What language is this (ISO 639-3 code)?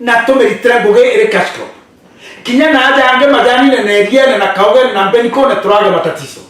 mer